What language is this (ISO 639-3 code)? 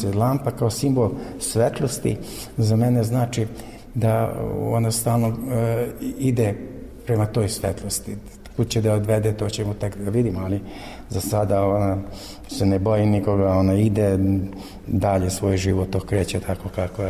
srp